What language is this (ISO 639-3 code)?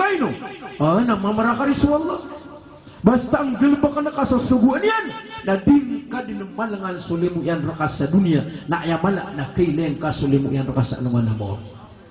mrw